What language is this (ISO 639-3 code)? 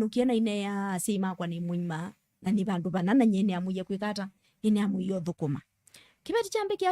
kam